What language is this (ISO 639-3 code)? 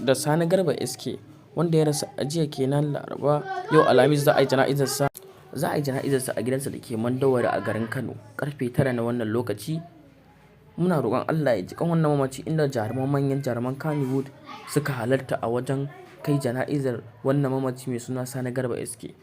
hau